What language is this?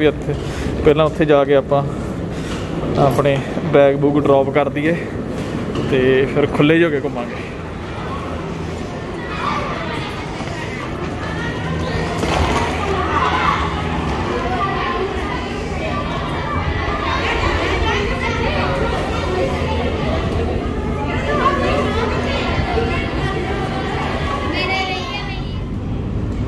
Punjabi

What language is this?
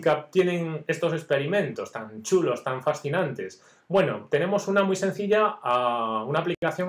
Spanish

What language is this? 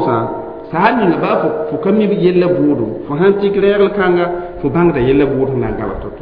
Mossi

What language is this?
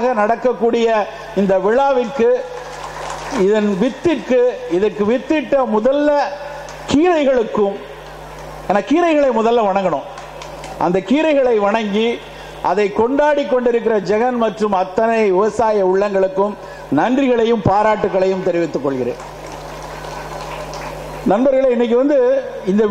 Tamil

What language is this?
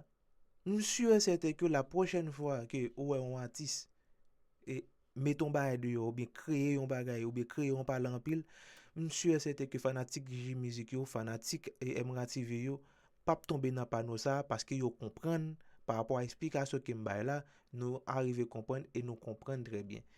Haitian Creole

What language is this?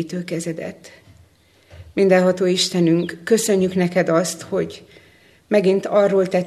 Hungarian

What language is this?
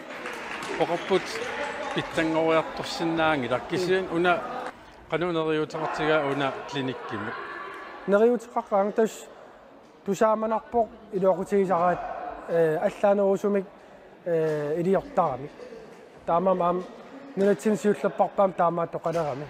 Kalaallisut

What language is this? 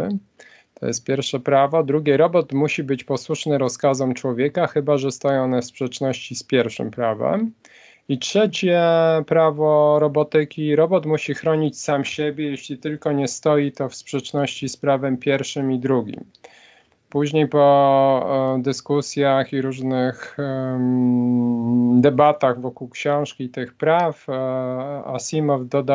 Polish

